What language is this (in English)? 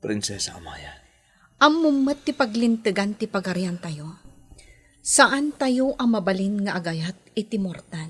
Iloko